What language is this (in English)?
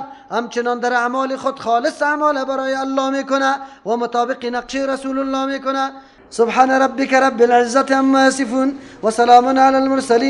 Persian